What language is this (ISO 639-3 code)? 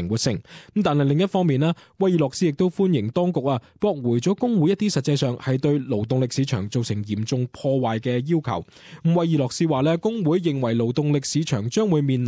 yue